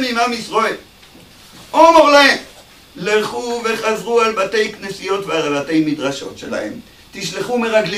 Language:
Hebrew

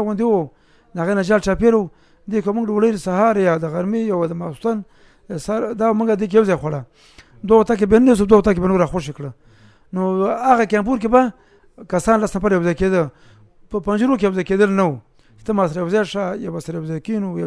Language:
Pashto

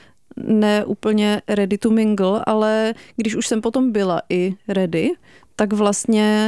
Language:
Czech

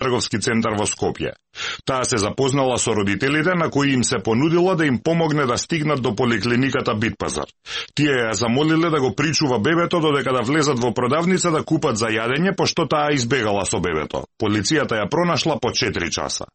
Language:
Macedonian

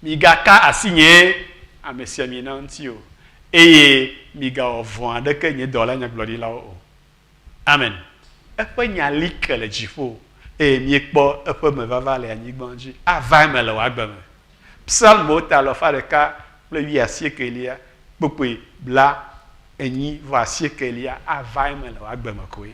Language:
Ewe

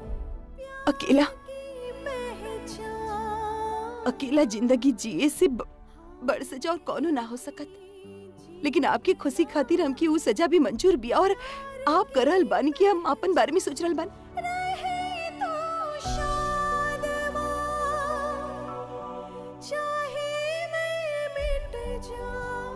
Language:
Bhojpuri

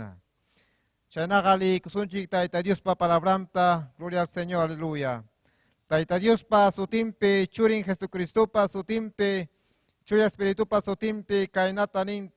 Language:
Ayacucho Quechua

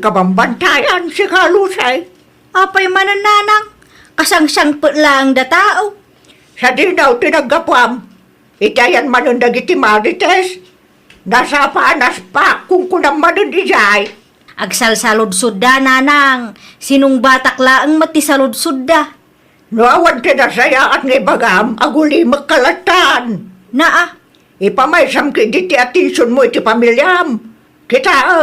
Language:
Iloko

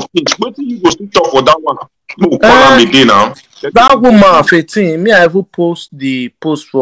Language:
Nigerian Pidgin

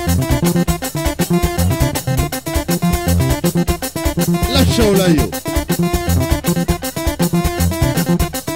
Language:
Swahili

